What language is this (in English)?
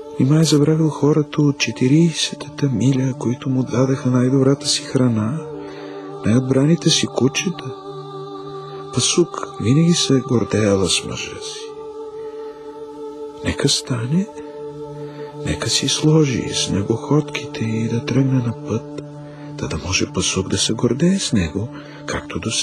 Bulgarian